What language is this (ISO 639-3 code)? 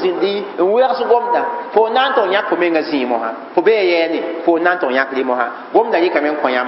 mos